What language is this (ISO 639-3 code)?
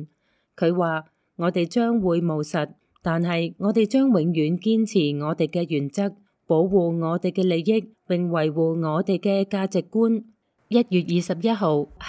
yue